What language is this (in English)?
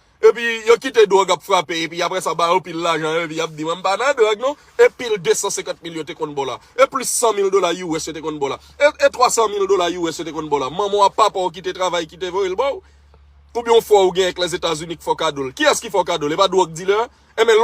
Haitian Creole